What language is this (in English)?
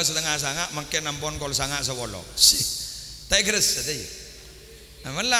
Madurese